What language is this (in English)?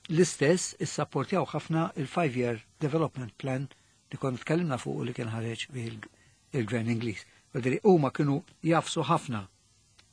Maltese